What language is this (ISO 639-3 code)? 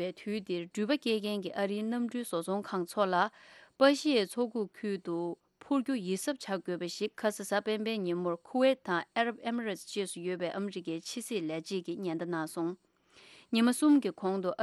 bod